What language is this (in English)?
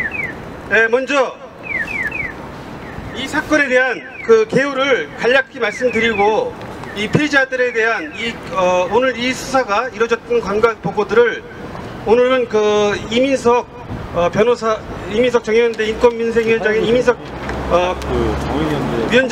Korean